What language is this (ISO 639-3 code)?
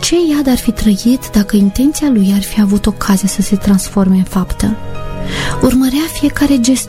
ron